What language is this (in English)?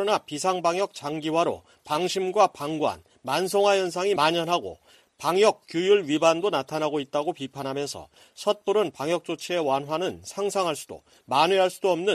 Korean